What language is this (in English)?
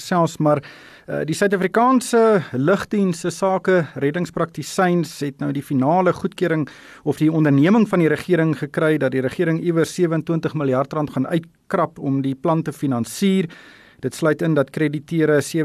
Afrikaans